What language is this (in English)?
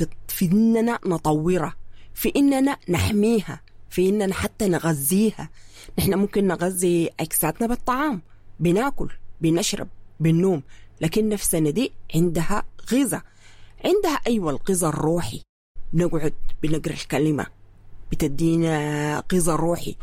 Sudanese Arabic